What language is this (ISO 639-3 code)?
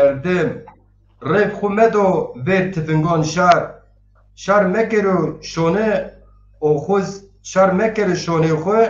zza